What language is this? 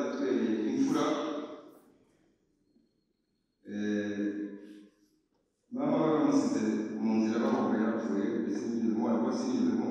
Kinyarwanda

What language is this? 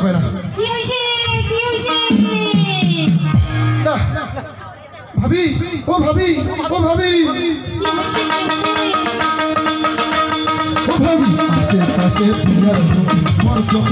Bangla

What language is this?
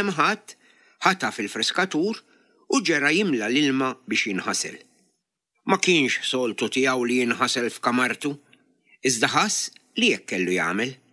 Maltese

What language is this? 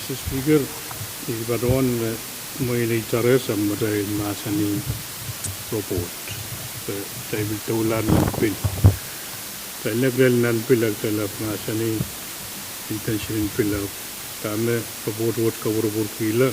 Pohnpeian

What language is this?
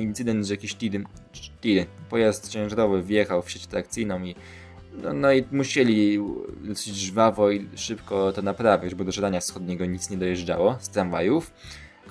Polish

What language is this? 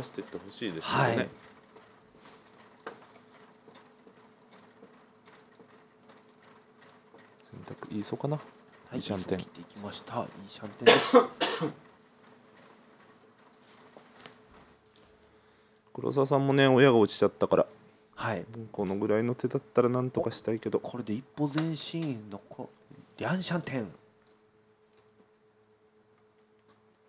Japanese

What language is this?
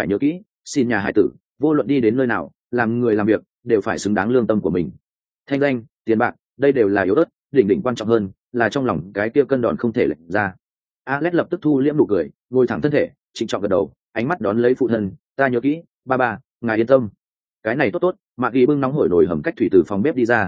Vietnamese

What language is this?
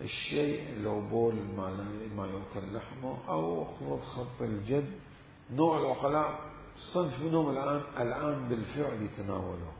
Mesopotamian Arabic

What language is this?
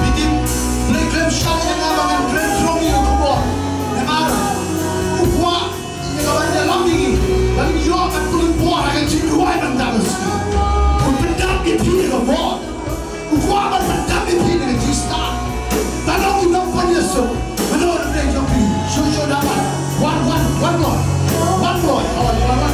Khasi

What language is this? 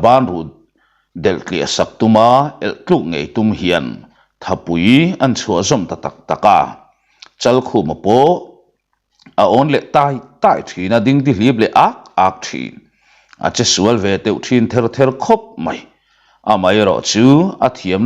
Mizo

